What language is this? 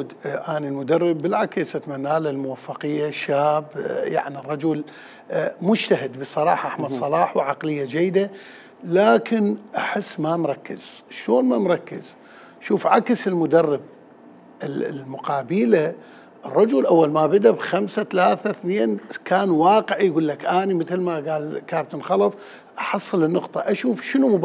Mesopotamian Arabic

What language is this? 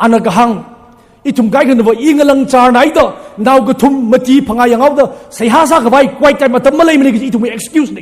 Tangkhul Naga (India)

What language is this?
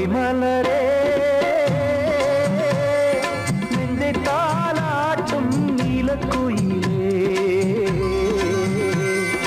Tamil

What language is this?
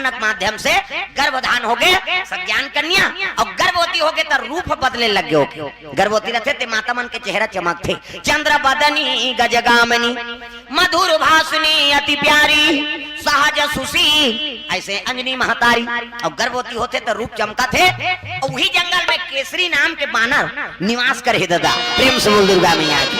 Chhattisgarhi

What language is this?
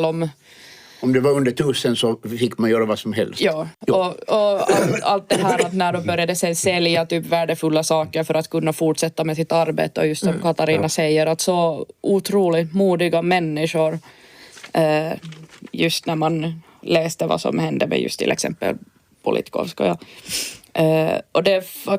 Swedish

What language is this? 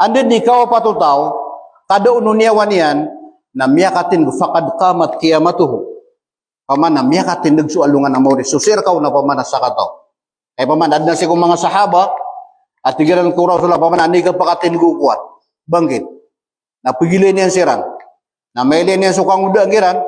Maranao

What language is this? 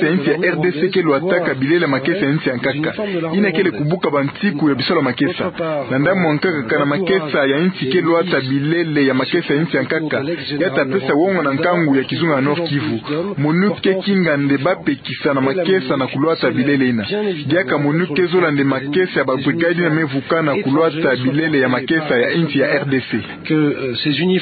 Kituba (Democratic Republic of Congo)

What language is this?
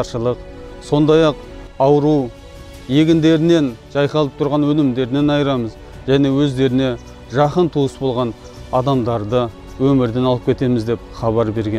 Kazakh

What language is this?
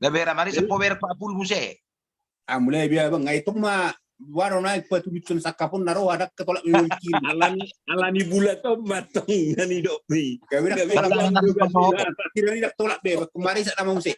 Batak Toba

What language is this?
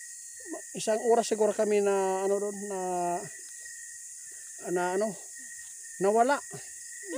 Filipino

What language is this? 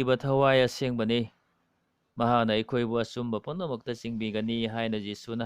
Manipuri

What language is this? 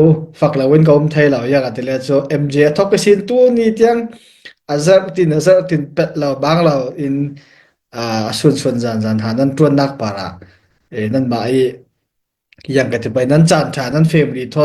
Falam Chin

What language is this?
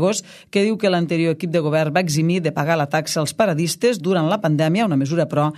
Catalan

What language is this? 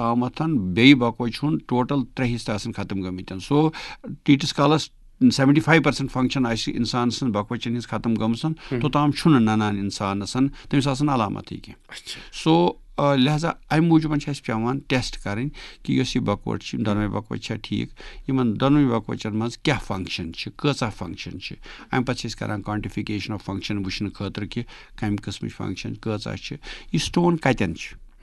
Kashmiri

